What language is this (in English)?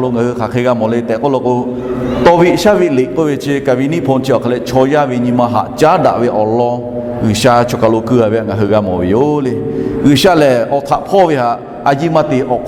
Lahu